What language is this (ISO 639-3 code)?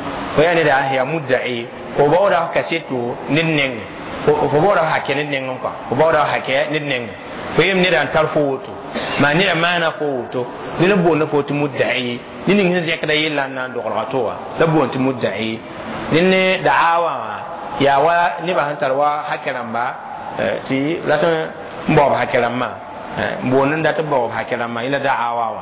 mos